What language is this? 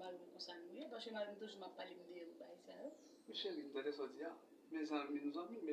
Haitian Creole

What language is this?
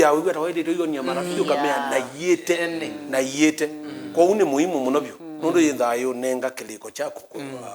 Kamba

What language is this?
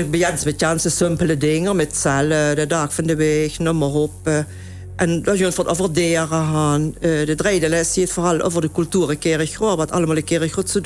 Limburgish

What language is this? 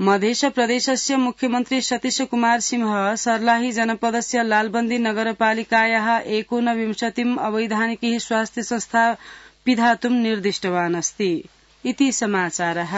Sanskrit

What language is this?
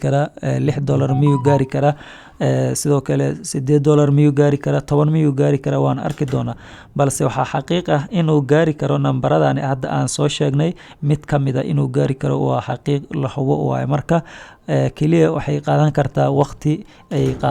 Somali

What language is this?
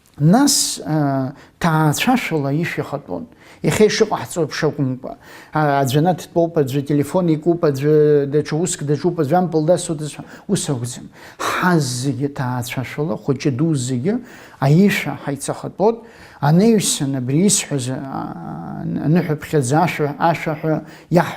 Abkhazian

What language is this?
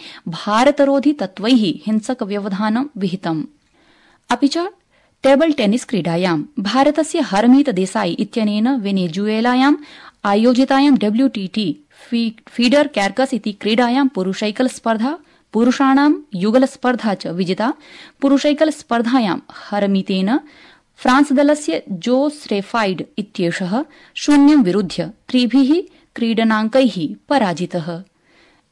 Sanskrit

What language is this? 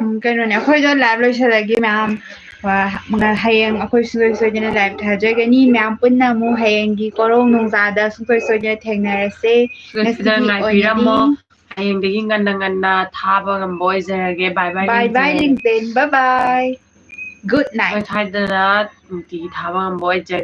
Manipuri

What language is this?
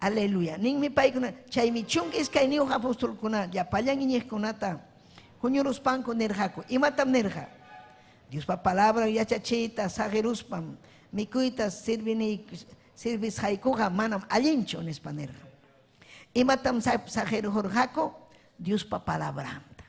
Ayacucho Quechua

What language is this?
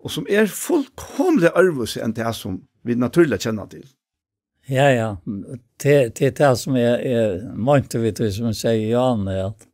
Faroese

